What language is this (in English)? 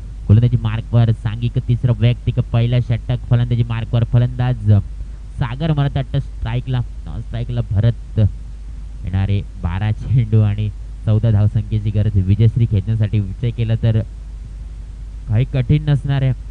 Marathi